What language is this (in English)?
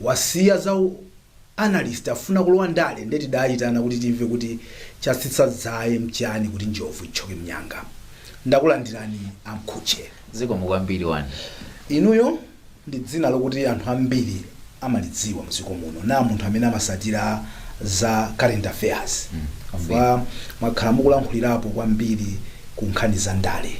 Nyanja